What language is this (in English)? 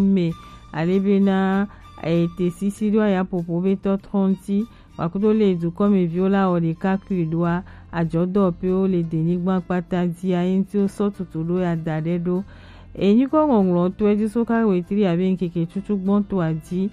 Gen